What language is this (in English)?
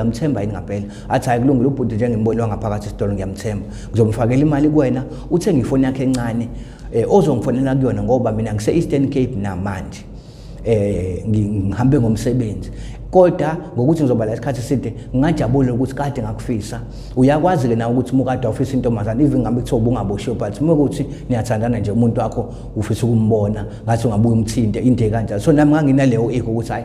Zulu